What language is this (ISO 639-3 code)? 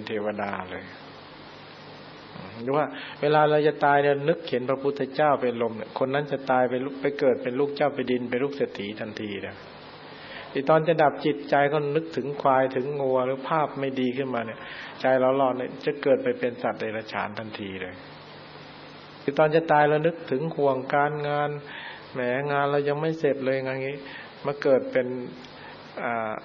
tha